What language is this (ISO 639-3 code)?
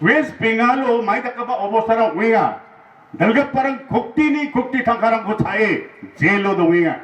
grt